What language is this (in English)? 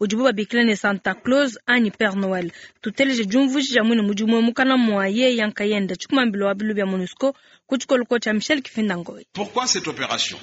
Luba-Lulua